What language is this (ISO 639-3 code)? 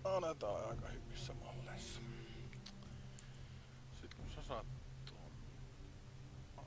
fin